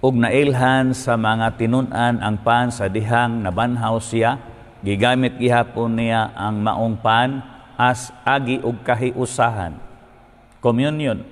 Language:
Cebuano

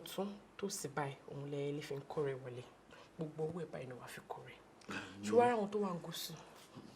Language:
Yoruba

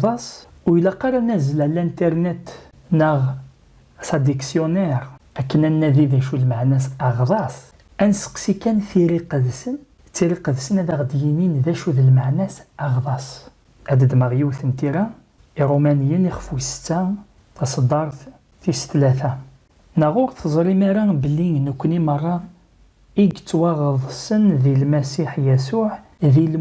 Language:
Kabyle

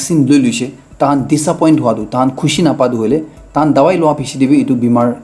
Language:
Naga Pidgin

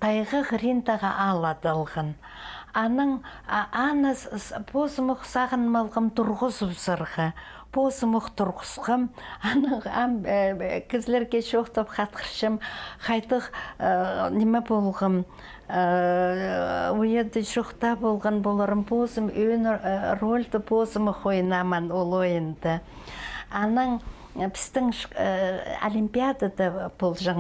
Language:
Khakas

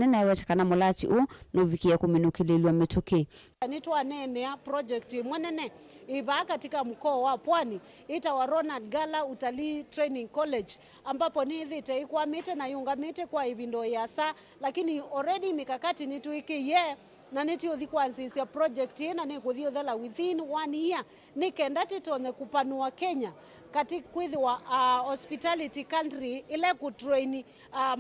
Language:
Kamba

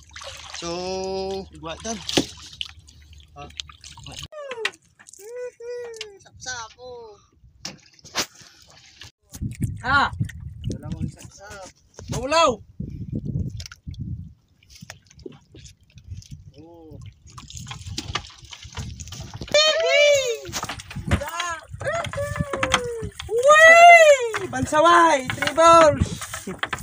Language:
Filipino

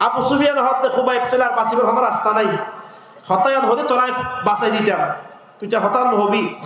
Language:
Rohingya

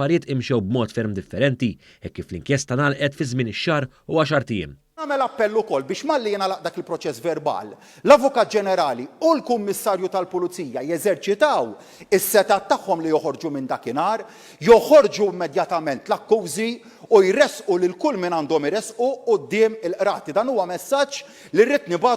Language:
Maltese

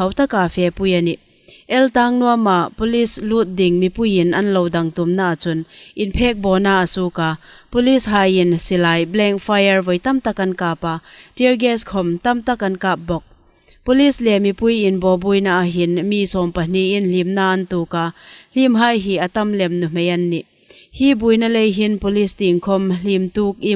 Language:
Hmar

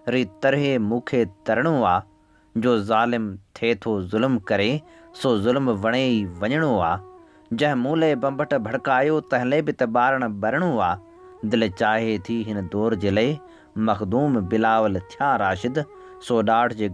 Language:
Sindhi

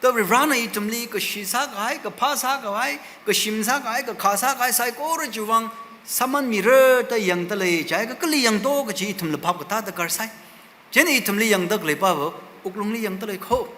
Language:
Tangkhul Naga (India)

